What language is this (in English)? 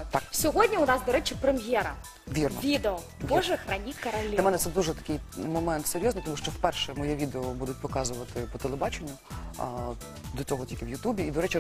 Ukrainian